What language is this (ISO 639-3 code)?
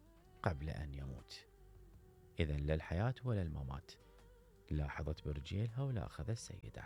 acm